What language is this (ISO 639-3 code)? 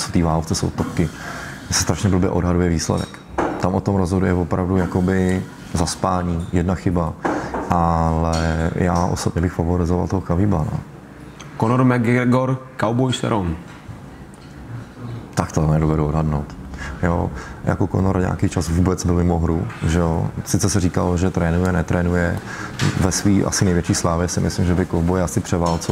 ces